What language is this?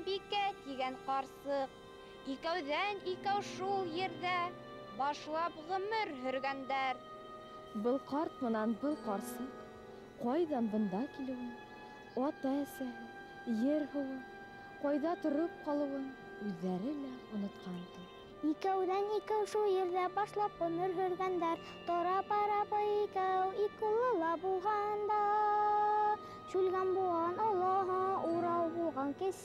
Bashkir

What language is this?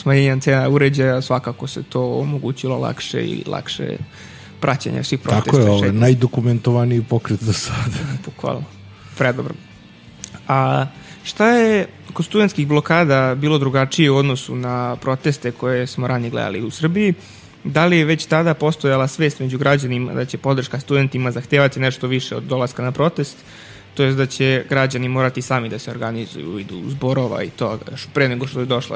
Serbian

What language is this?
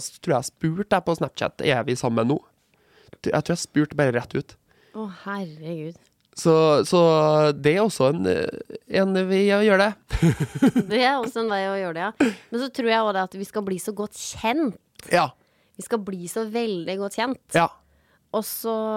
Norwegian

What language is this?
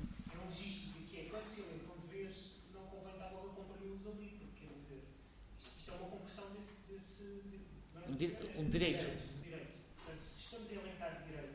Portuguese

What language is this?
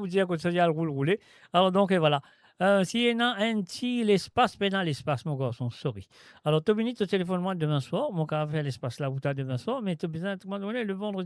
Morisyen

